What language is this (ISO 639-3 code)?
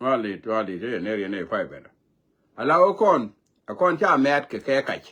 nus